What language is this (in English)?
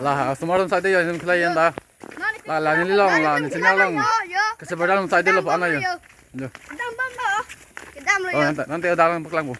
Karbi